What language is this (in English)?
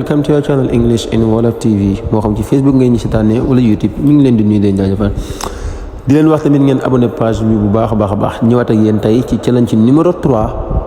Wolof